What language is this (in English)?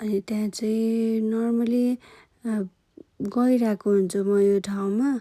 Nepali